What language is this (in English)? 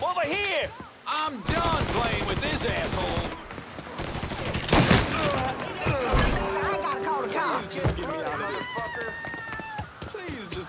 English